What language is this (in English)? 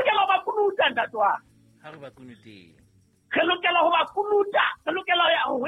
Southern Sotho